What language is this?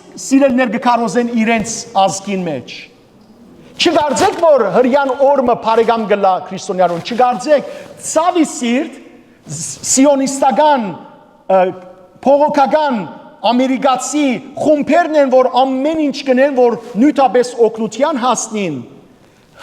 Western Armenian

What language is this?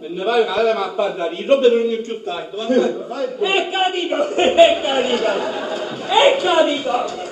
Sicilian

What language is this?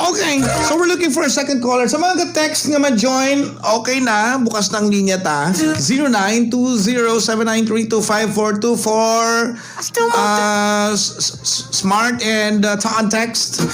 Hiligaynon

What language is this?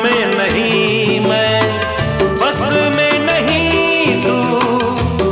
Hindi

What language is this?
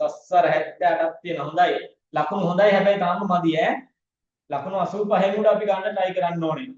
Sinhala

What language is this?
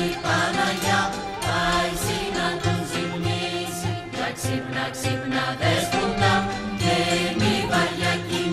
Greek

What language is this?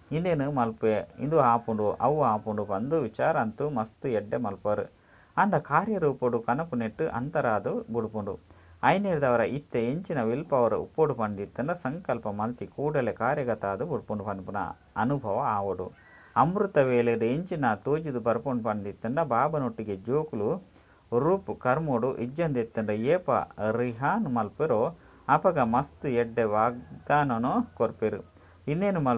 Tulu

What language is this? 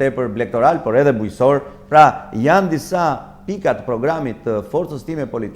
Albanian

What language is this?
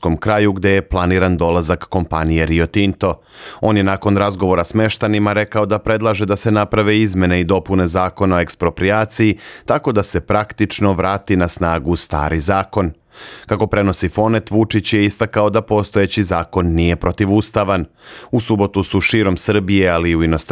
Serbian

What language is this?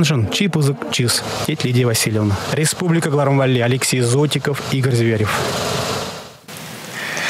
Chuvash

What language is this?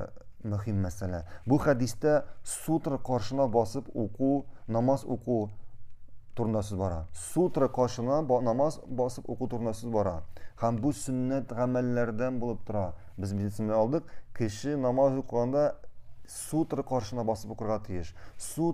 Tatar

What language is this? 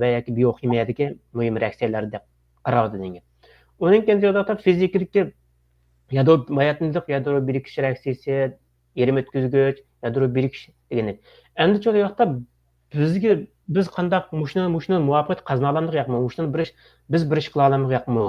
Uyghur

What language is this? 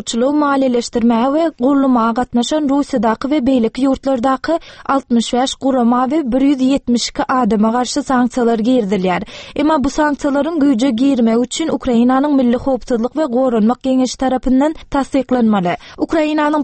Turkmen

